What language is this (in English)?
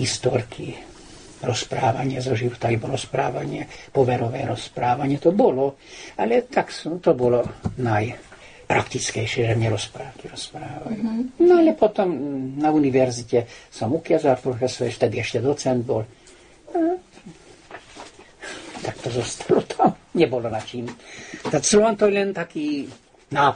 Slovak